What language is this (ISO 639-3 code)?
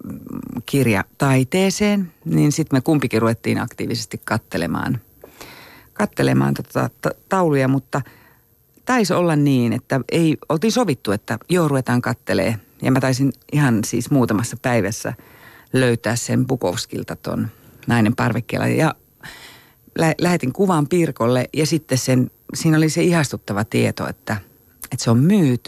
fin